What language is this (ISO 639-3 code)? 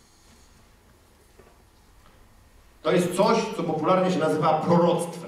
pol